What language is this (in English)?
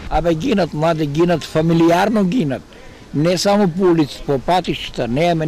Macedonian